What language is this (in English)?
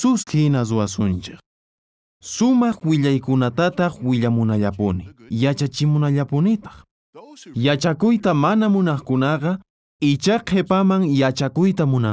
South Bolivian Quechua